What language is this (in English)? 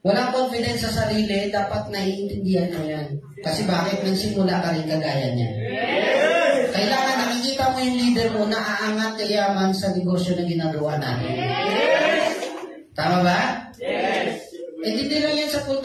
Filipino